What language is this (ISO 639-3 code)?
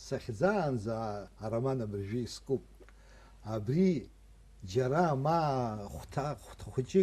abk